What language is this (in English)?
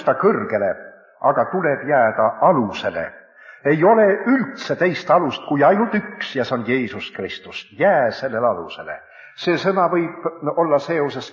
Estonian